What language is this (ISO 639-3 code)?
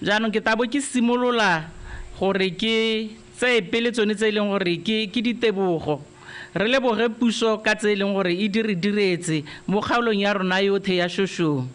tsn